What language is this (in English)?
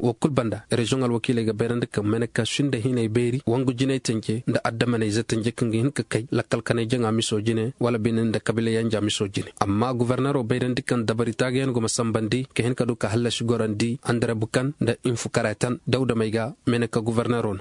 Koyraboro Senni